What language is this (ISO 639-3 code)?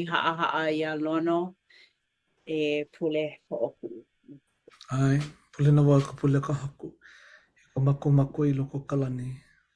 haw